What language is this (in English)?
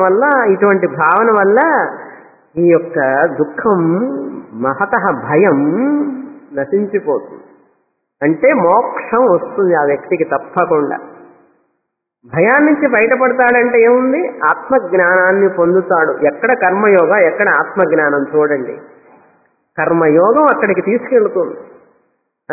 Telugu